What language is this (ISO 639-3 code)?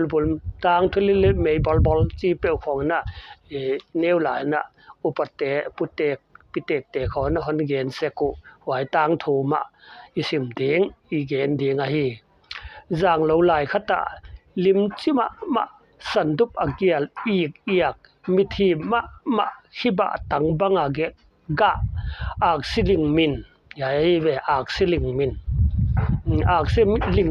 pck